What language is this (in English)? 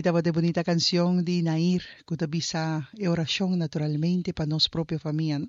Papiamento